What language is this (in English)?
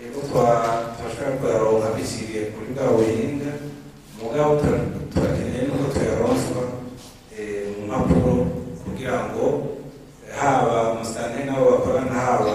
Rundi